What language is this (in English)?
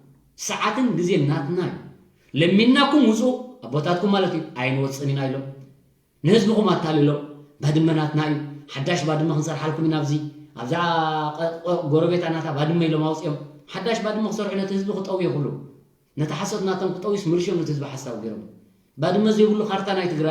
Tigrinya